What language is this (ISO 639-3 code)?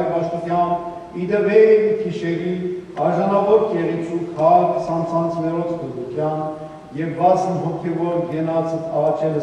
hyw